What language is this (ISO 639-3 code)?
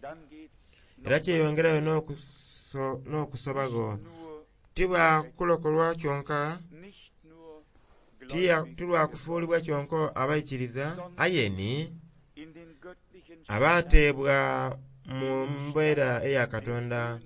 xog